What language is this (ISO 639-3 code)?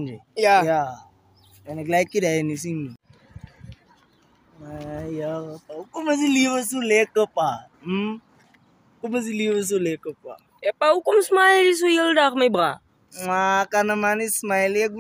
afr